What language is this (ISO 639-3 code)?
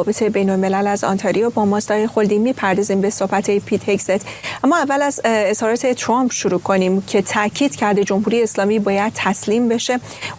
fas